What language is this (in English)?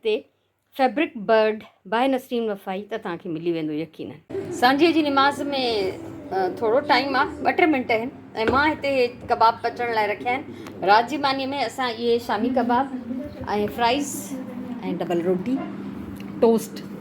Sindhi